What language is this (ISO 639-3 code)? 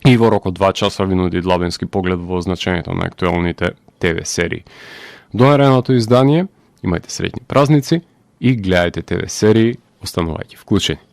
mkd